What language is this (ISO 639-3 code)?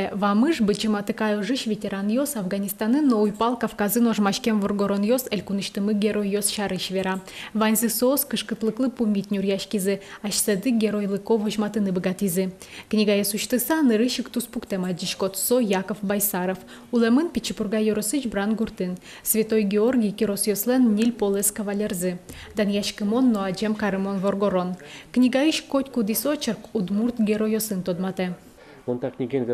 udm